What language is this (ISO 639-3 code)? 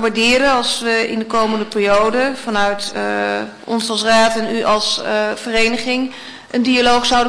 nld